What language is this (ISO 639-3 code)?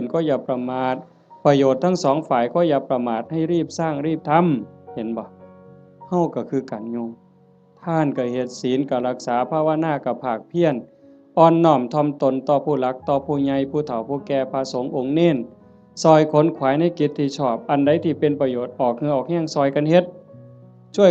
tts